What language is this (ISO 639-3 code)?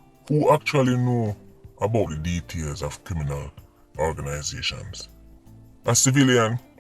jam